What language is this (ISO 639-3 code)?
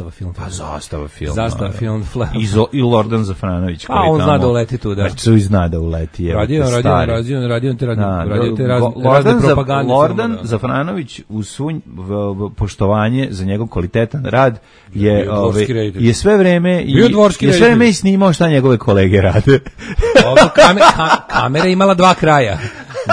srp